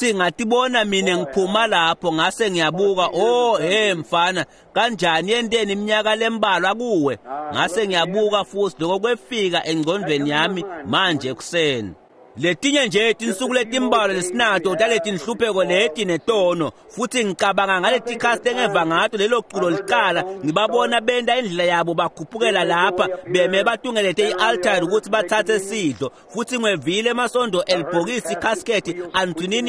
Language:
Swati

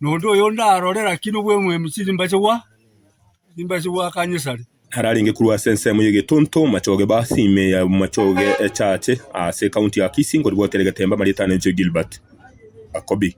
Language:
Gusii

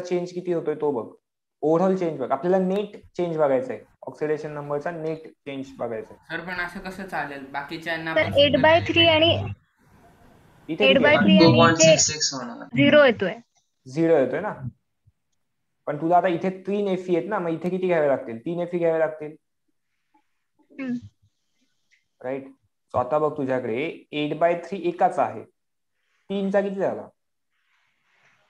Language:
Marathi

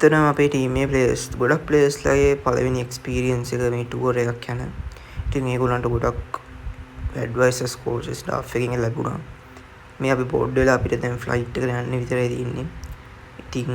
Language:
Sinhala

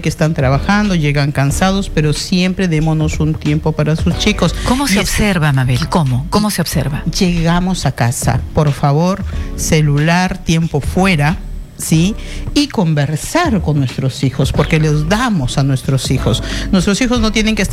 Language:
Spanish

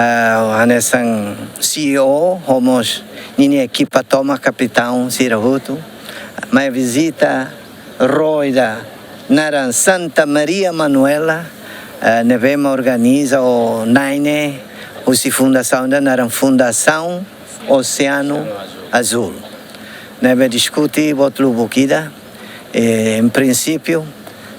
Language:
Tetum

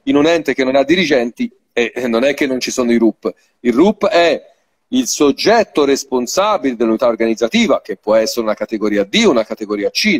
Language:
Italian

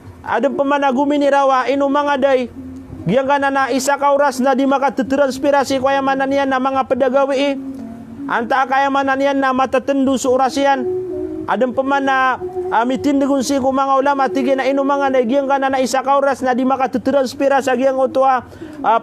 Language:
Maranao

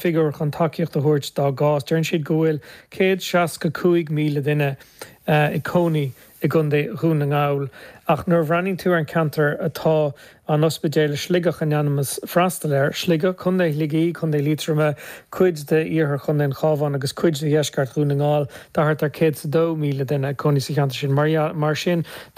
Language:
Irish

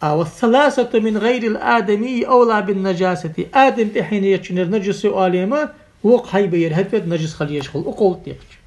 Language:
Ingush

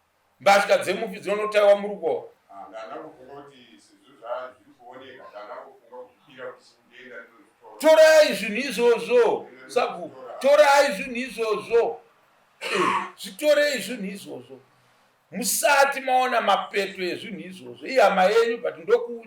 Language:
Shona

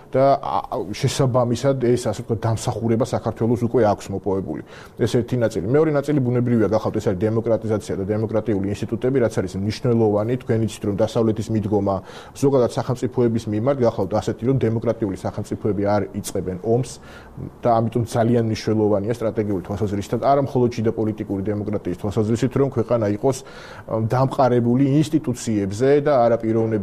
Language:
Georgian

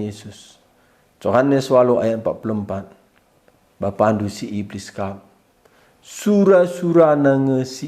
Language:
Batak Karo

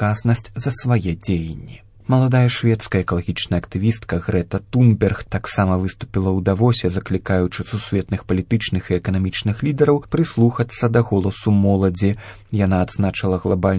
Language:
Belarusian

